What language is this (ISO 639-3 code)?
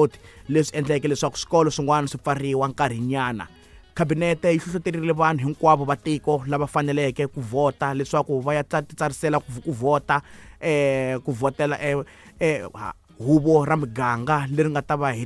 tso